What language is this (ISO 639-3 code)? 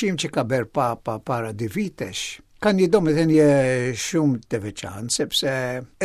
sqi